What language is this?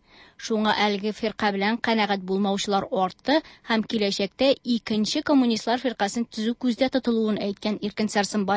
Tatar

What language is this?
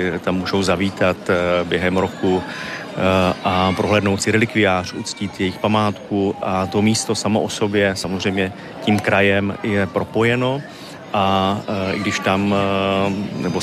Czech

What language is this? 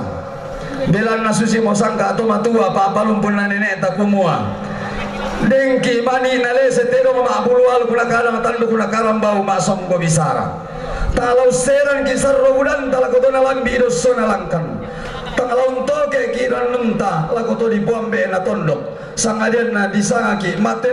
Toraja-Sa'dan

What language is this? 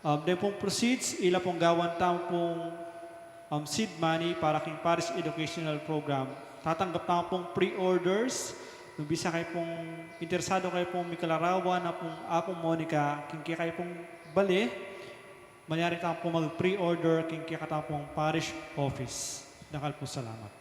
Pampanga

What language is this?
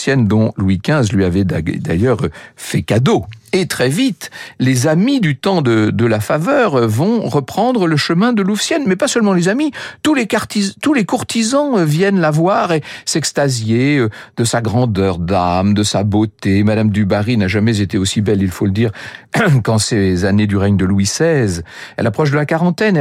French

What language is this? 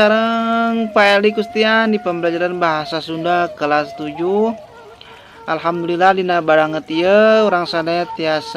Sundanese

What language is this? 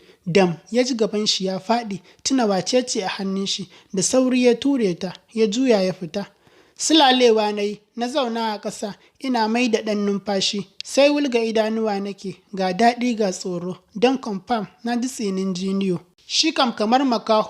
Hausa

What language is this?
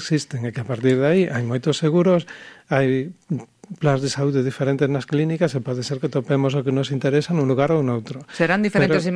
Galician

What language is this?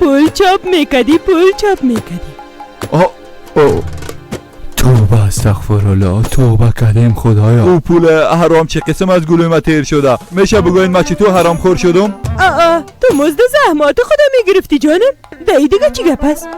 Persian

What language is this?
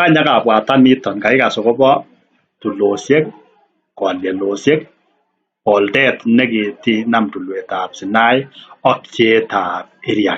Kalenjin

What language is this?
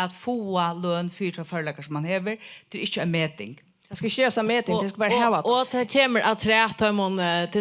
Faroese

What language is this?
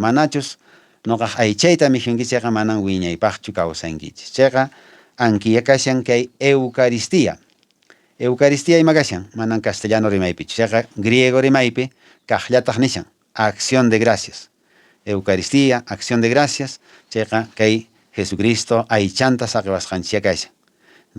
Quechua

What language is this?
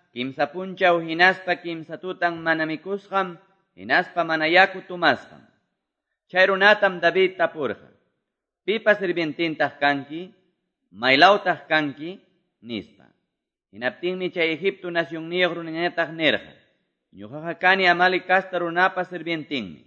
Quechua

